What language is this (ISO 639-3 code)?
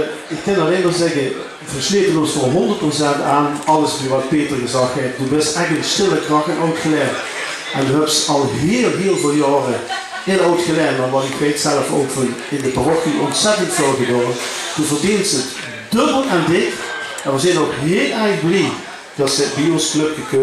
lim